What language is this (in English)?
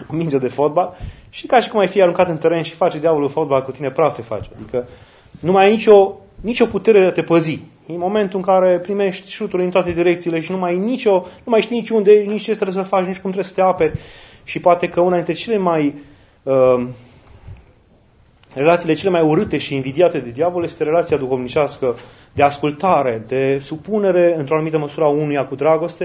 Romanian